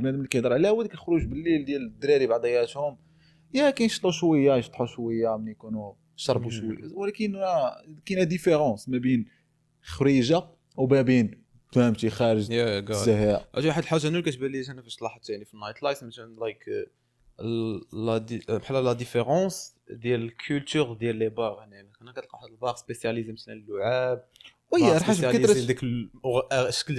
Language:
Moroccan Arabic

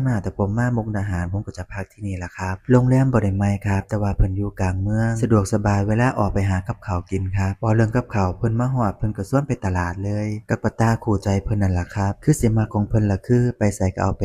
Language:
Northeastern Thai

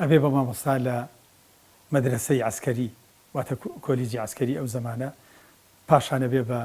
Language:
Central Kurdish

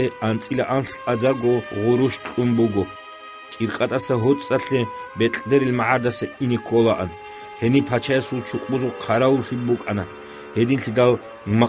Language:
Avaric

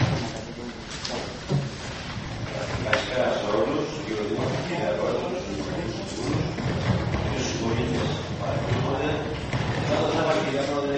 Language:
Greek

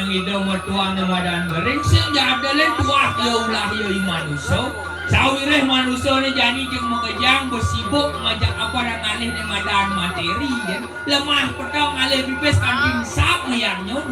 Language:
Balinese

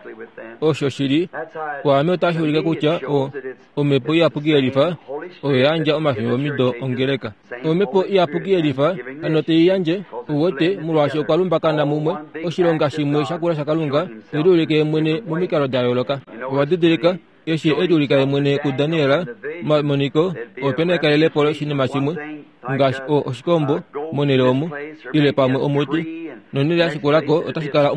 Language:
Kuanyama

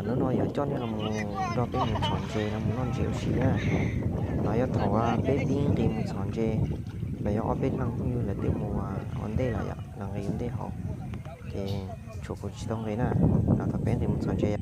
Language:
Hmong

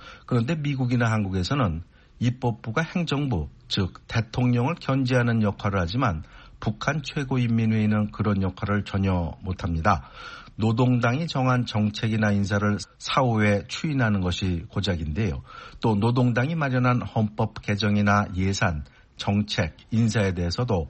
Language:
Korean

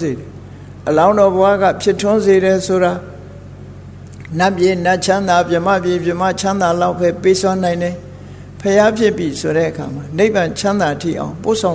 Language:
Burmese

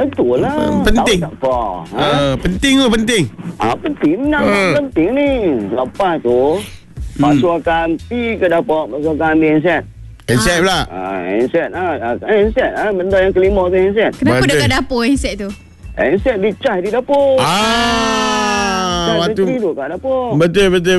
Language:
Malay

